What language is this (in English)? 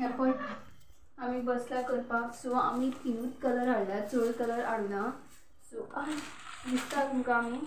Konkani